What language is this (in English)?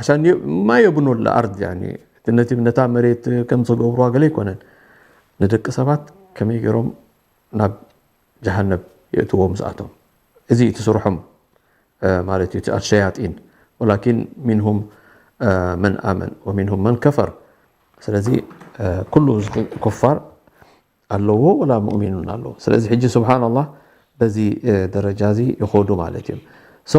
Tigrinya